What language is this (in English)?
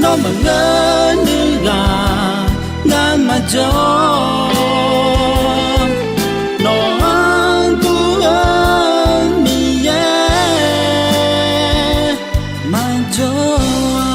Akha